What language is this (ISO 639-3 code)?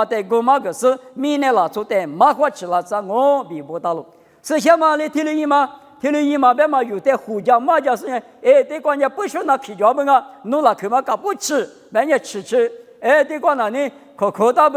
lis